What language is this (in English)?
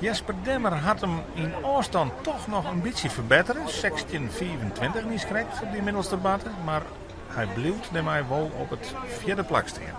Western Frisian